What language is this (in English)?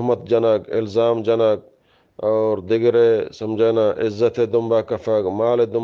Eastern Balochi